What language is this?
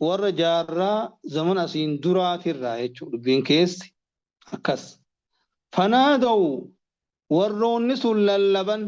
Oromo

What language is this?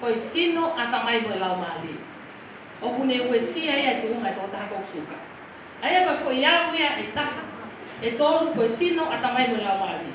Tongan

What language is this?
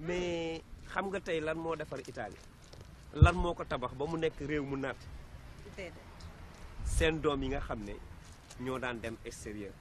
Wolof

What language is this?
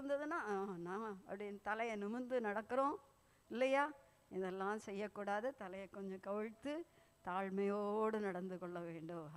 Tamil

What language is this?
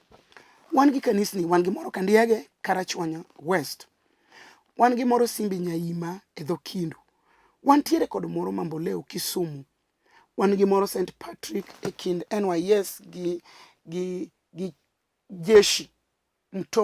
Luo (Kenya and Tanzania)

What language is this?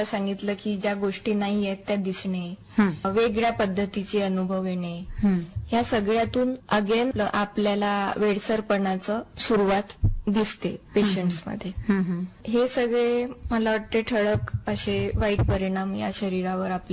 Marathi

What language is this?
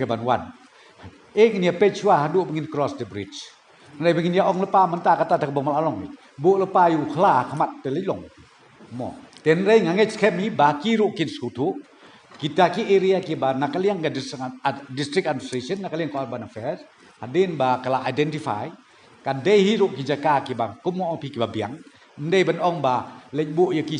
Khasi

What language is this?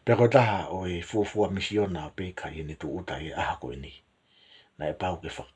Tongan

